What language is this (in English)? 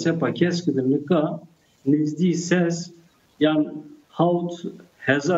Zaza